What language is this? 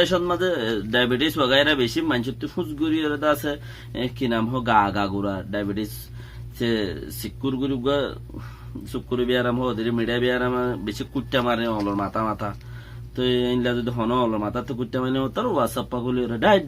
Rohingya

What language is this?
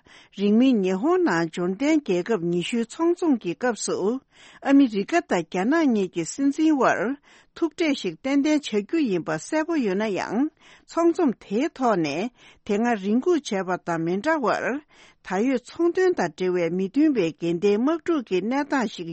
Tibetan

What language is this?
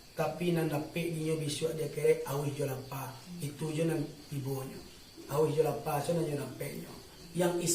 Minangkabau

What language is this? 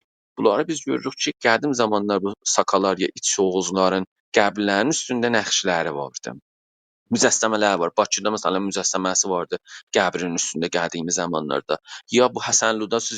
South Azerbaijani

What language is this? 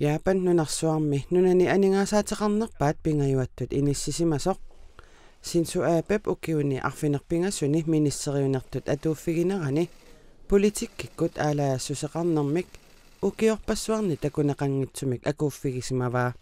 Kalaallisut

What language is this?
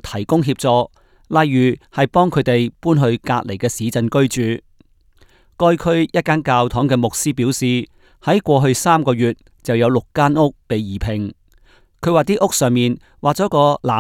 Cantonese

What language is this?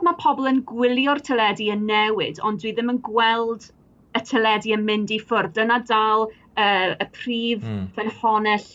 Welsh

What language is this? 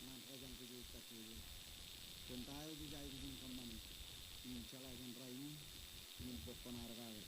Marshallese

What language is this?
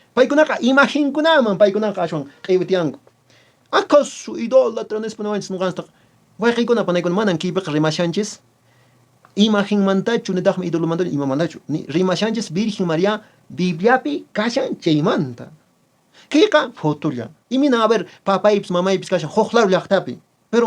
Quechua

